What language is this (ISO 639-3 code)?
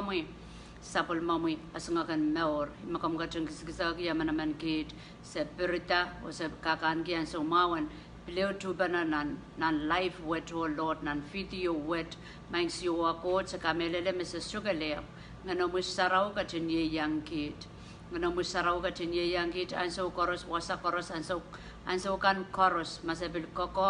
pon